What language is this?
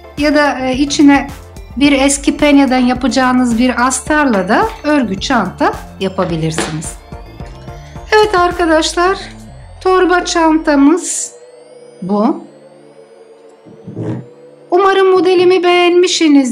Turkish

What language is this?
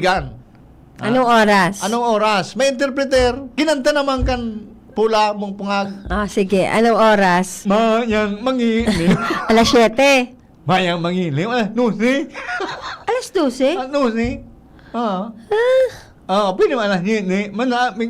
Bikol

